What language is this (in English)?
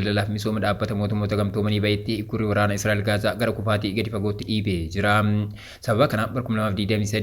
Oromo